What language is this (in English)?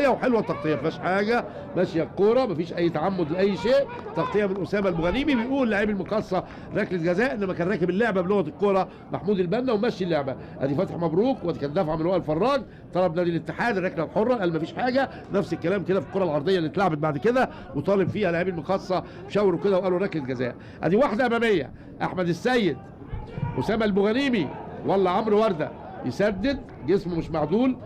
Egyptian Arabic